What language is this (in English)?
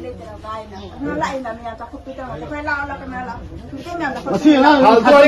Manipuri